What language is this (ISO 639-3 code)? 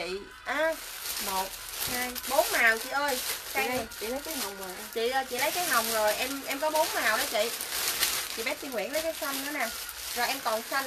vie